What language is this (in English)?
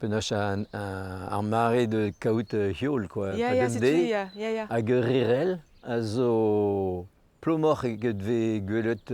Breton